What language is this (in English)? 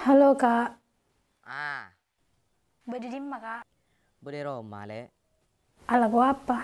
Madurese